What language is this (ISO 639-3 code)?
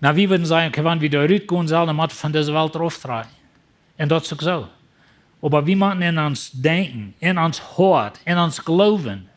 pdt